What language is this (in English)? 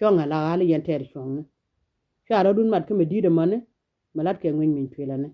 Nuer